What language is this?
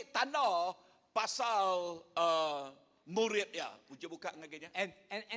Iban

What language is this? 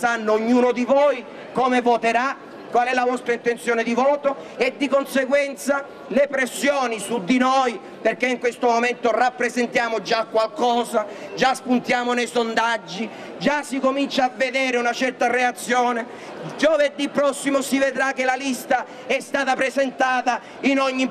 Italian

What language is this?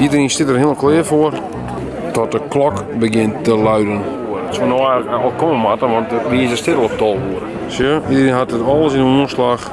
Western Frisian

